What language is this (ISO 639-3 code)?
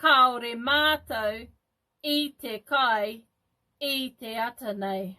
mri